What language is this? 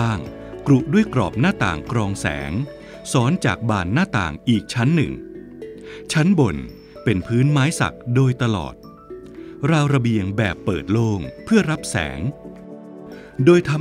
Thai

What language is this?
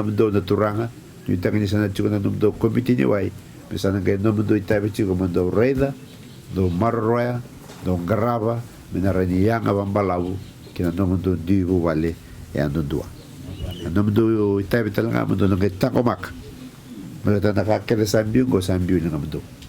Fijian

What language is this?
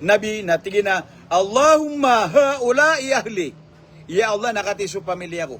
Maranao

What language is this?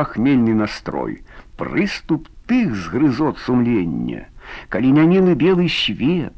Belarusian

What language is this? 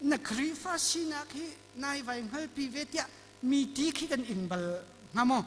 Hakha Chin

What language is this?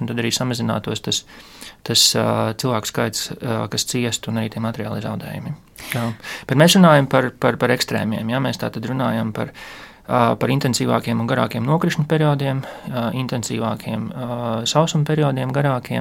Latvian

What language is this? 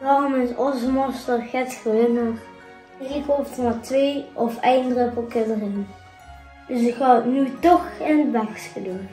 Limburgish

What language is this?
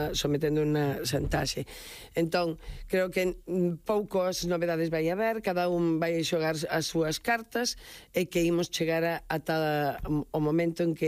Galician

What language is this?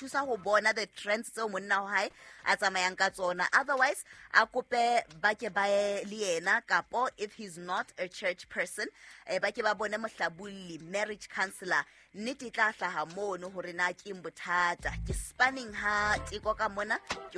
Southern Sotho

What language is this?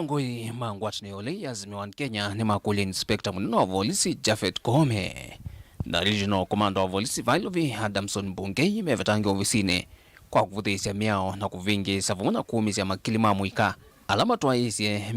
Kamba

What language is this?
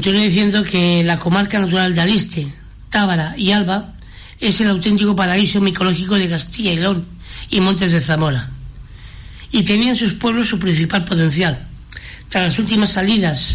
Spanish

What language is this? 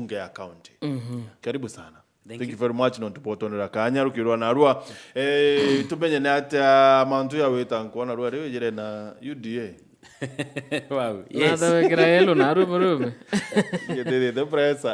Meru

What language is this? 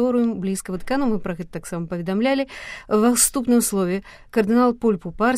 Belarusian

